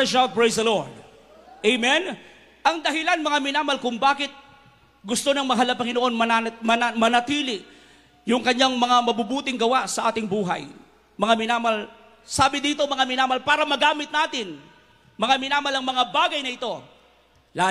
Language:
Filipino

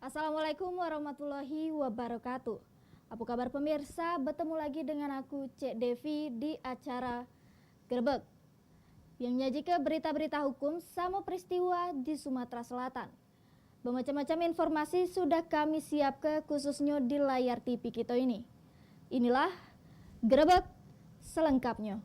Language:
Musi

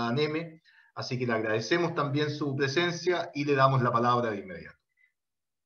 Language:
Spanish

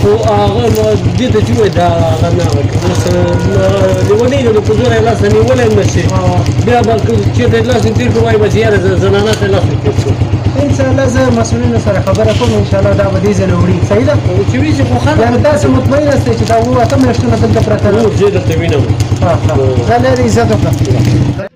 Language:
Pashto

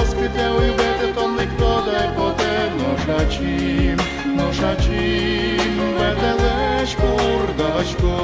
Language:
Udmurt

